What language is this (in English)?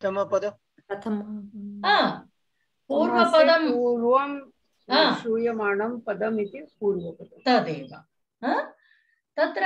Sanskrit